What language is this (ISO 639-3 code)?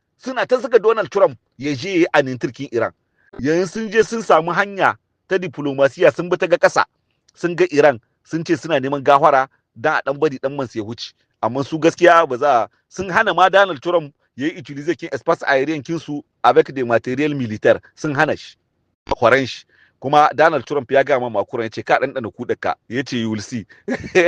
hau